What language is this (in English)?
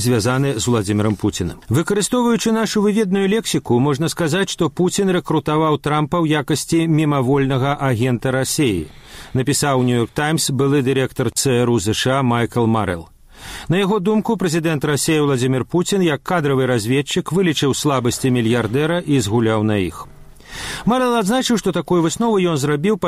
Belarusian